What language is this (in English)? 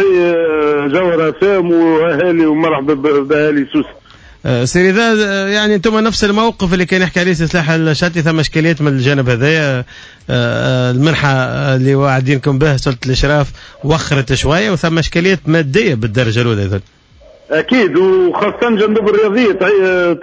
Tunisian Arabic